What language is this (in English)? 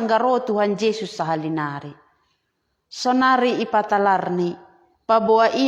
Batak Simalungun